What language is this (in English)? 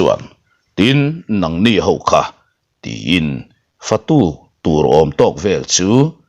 Mizo